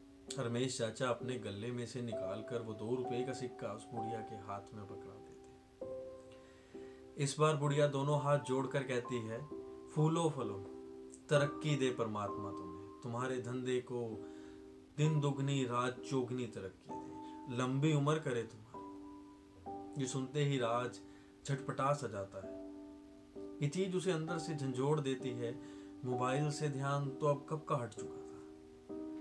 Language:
Hindi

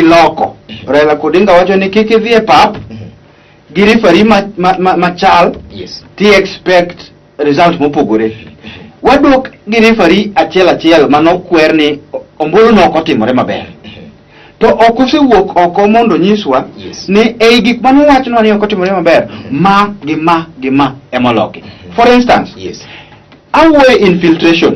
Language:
Luo (Kenya and Tanzania)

